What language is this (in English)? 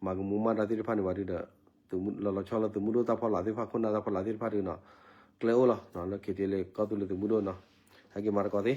S'gaw Karen